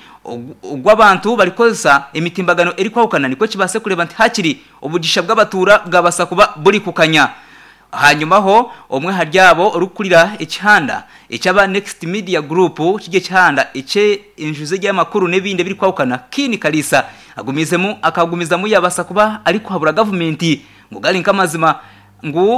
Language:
Nyankole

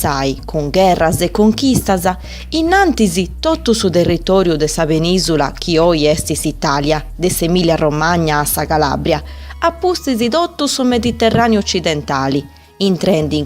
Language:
Sardinian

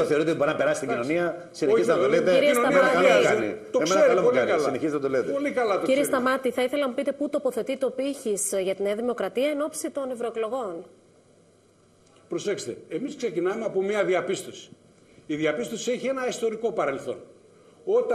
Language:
Greek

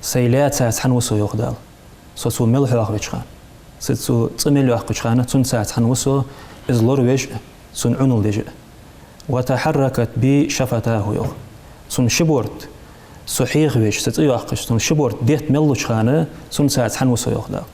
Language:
Ingush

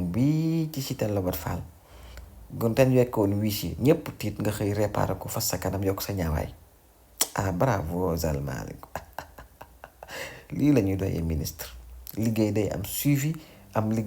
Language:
Wolof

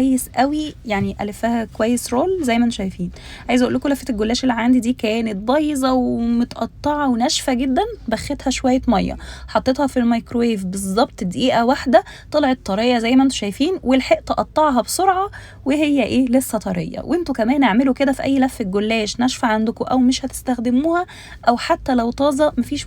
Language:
Egyptian Arabic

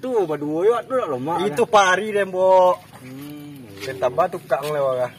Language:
Minangkabau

